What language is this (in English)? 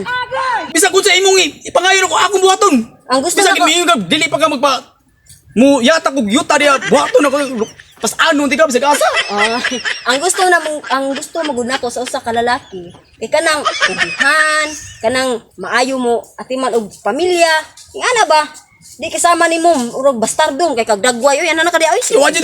Cebuano